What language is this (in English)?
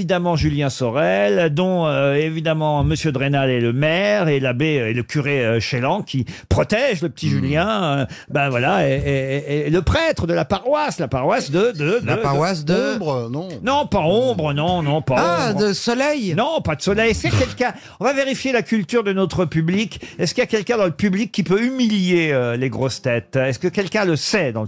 French